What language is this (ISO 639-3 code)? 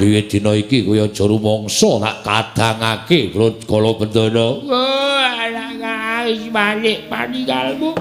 jav